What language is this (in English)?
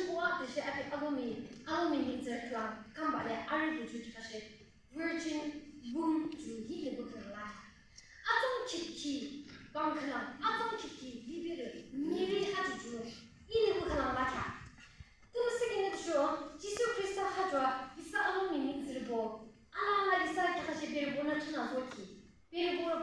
Yimchungru Naga